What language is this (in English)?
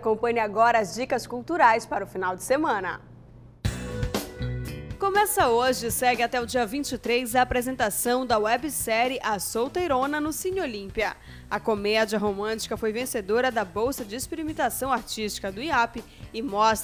Portuguese